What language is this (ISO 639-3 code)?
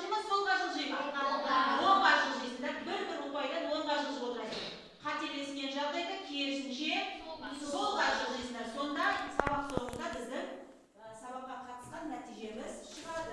kaz